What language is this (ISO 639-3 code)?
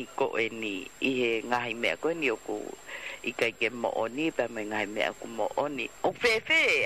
ton